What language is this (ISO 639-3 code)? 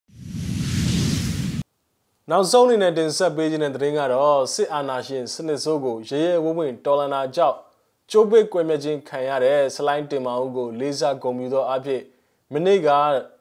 mya